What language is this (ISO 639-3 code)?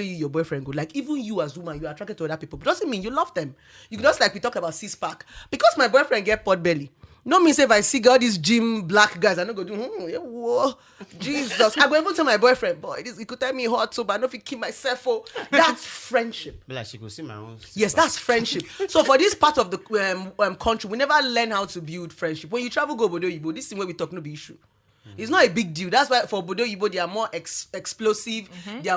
pcm